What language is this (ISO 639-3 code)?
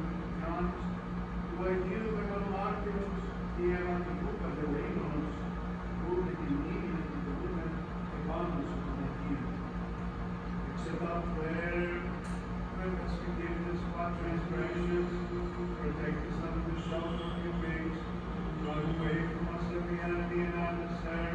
ell